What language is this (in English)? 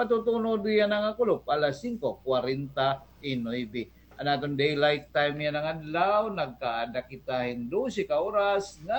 Waray